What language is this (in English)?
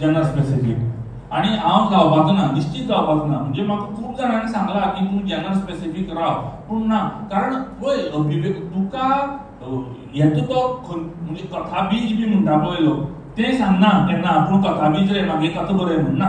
Konkani